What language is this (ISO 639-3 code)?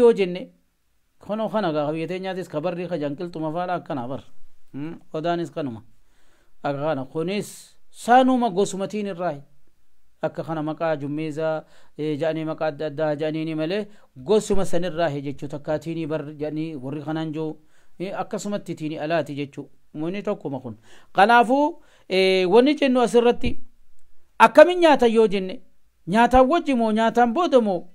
orm